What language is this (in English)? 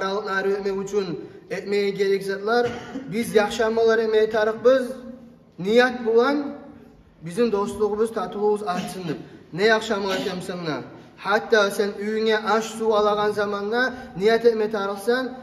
Kumyk